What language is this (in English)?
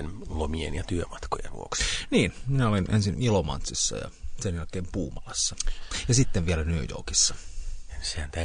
Finnish